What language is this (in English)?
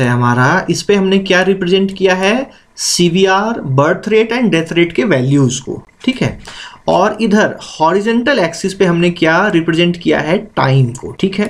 Hindi